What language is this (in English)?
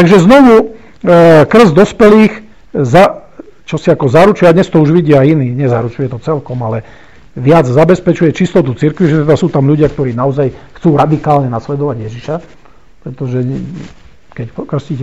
Slovak